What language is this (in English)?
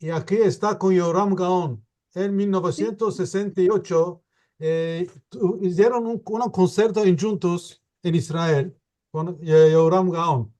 Ladino